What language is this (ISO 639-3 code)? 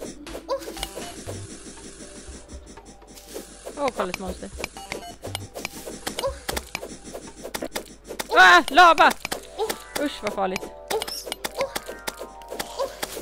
swe